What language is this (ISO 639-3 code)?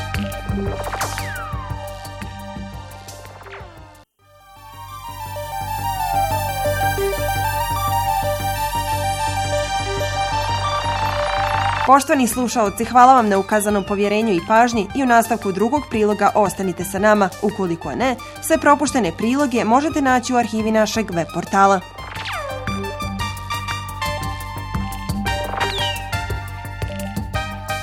bos